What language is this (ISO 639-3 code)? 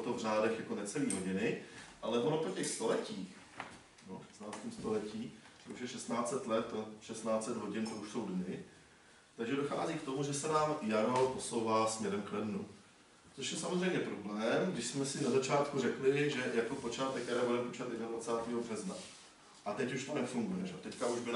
ces